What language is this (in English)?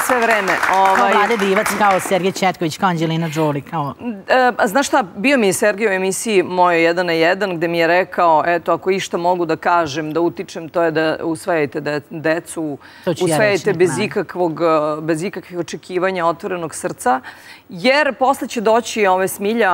Serbian